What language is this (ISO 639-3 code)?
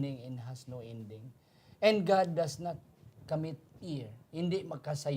hil